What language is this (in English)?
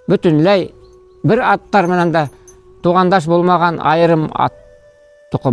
Bashkir